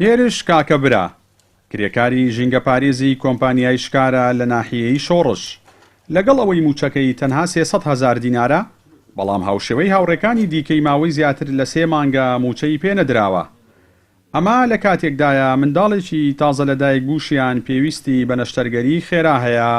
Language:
Central Kurdish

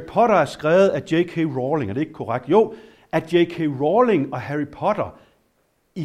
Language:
Danish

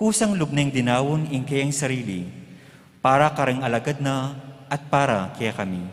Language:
Pampanga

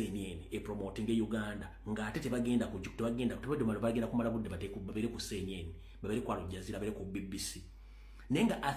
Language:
Ganda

